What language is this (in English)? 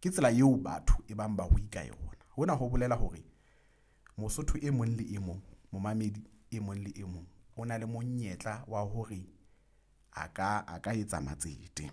Southern Sotho